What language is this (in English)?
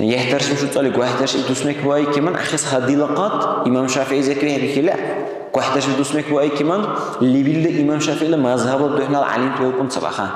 Dargwa